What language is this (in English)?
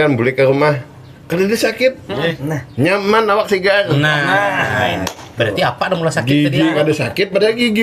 Banjar